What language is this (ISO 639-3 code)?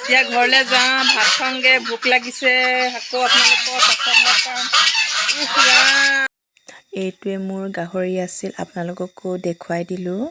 asm